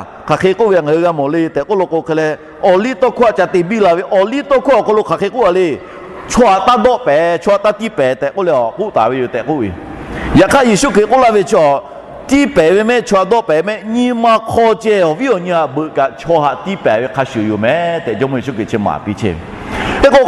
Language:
Lahu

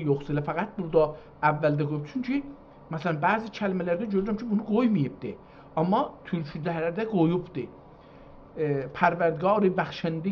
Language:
South Azerbaijani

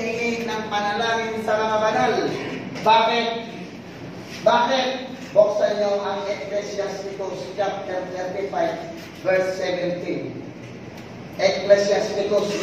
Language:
Filipino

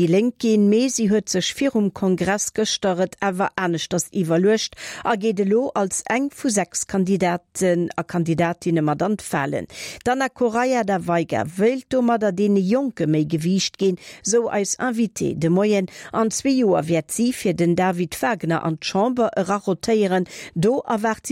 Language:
Luxembourgish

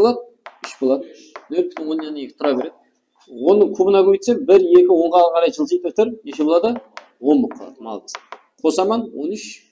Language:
Kara-Kalpak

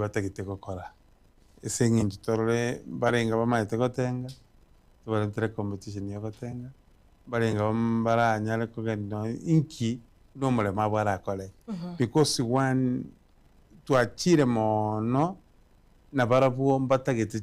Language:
Gusii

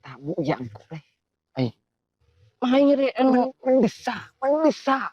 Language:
Madurese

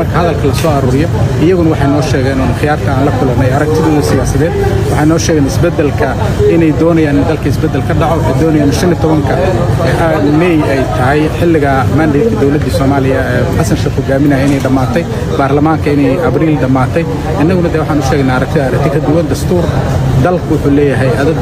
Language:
Somali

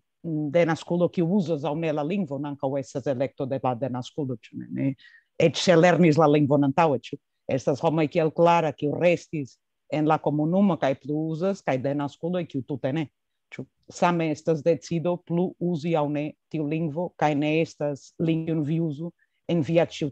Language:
Esperanto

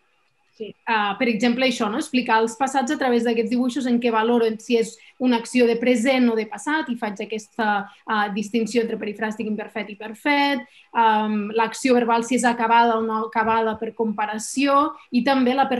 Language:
Catalan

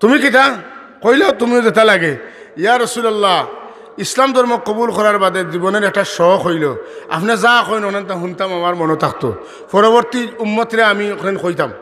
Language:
Sylheti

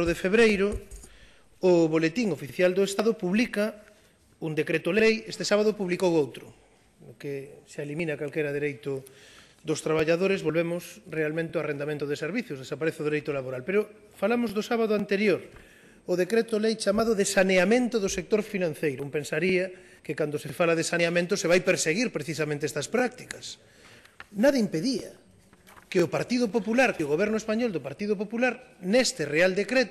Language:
Galician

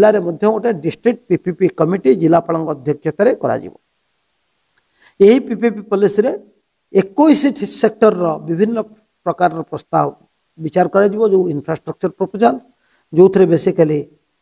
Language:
Odia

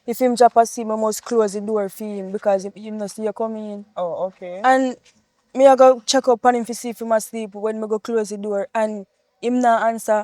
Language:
Jamaican Creole English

